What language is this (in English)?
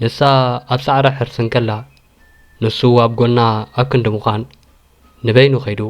Tigrinya